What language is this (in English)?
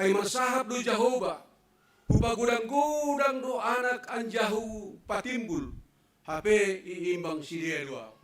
Batak Simalungun